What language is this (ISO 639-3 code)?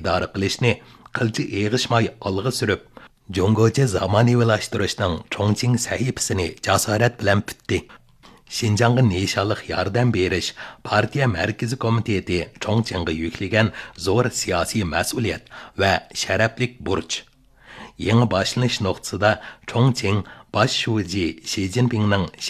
uig